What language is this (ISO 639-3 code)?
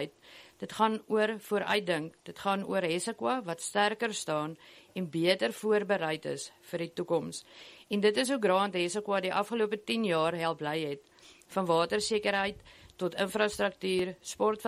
afr